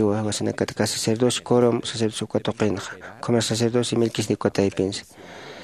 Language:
Aymara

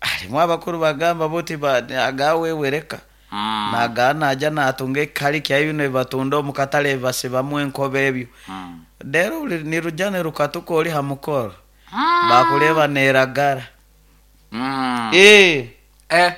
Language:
Nyoro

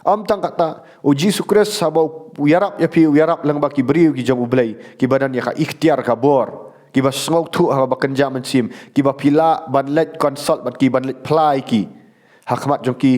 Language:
Khasi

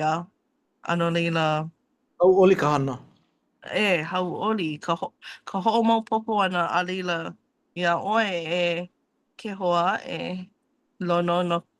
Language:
Hawaiian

